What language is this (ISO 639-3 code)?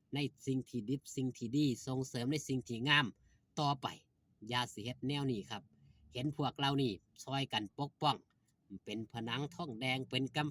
tts